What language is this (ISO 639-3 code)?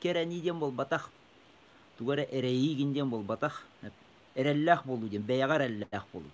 sah